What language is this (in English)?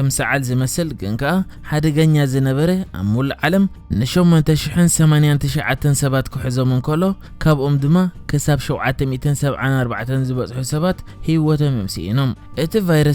Tigrinya